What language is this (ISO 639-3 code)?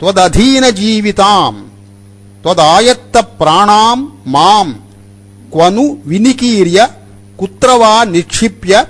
san